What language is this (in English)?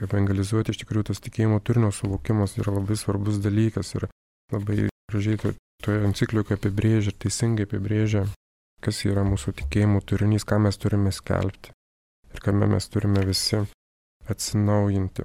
Lithuanian